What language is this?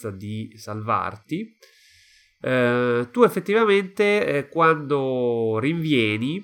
Italian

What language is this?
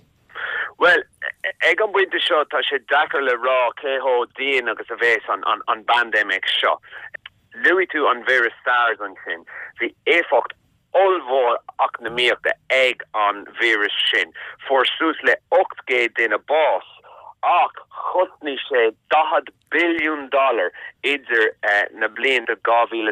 Irish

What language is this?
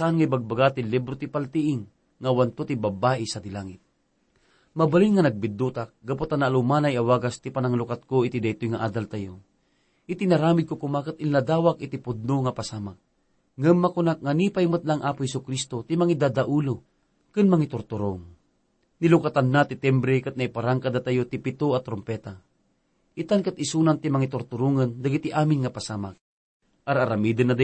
Iloko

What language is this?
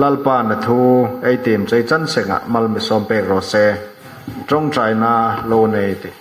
Hmar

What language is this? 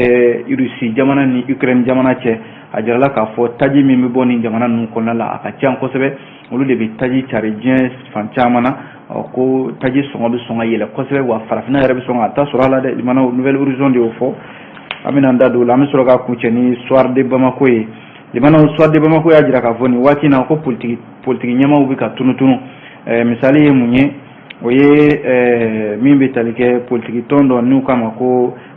Bambara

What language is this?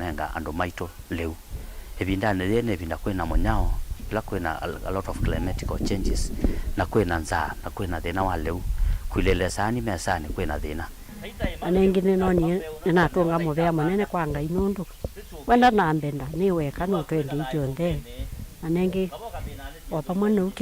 Kamba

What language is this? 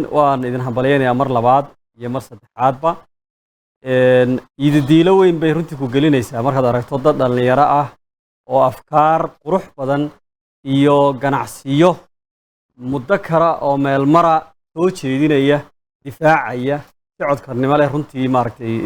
Somali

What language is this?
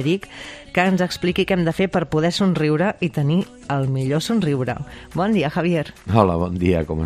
Catalan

